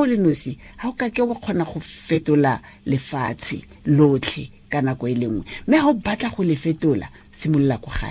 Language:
Tswana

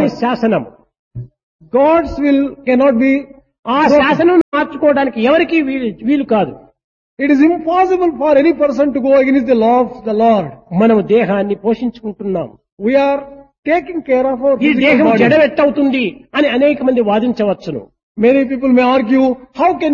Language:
Telugu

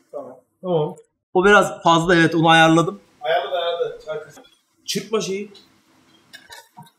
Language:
Turkish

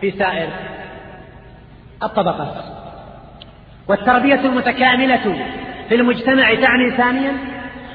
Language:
Arabic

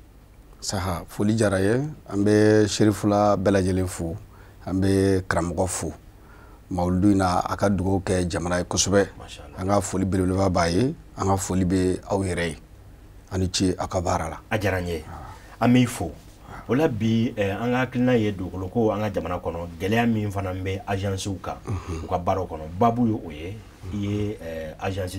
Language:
Bambara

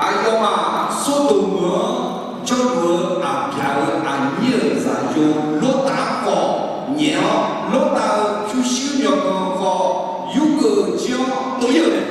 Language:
Akha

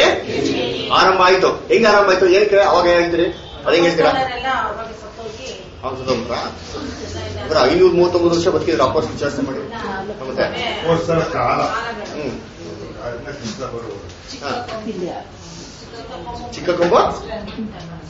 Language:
Kannada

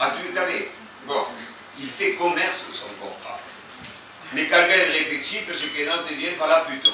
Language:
Occitan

